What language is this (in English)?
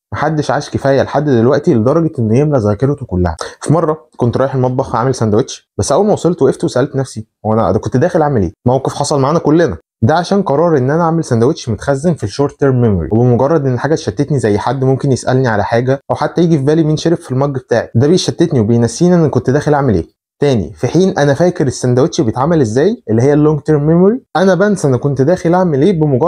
Egyptian Arabic